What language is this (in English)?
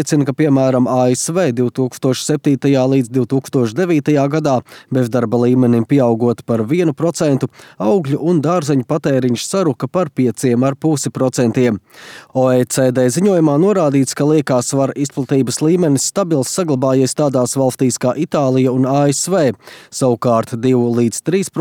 Latvian